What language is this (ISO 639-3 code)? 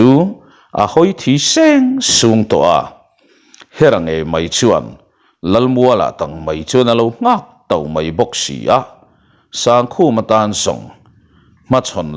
lus